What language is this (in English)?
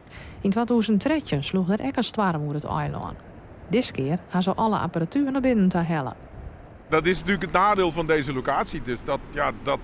Western Frisian